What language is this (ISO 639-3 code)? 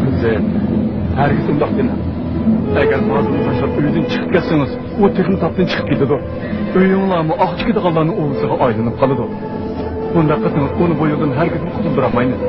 uig